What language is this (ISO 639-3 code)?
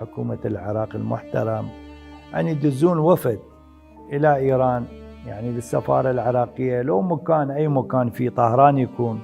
acm